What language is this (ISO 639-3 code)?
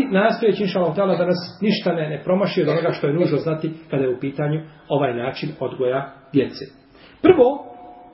bos